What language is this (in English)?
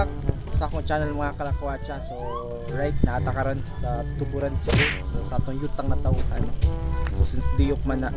Cebuano